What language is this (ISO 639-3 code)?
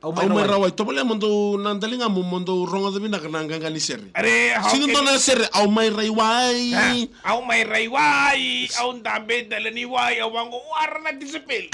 fij